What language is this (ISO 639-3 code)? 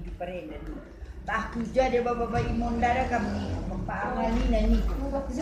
btx